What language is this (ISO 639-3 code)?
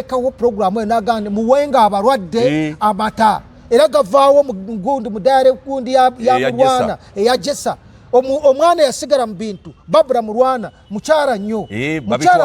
lug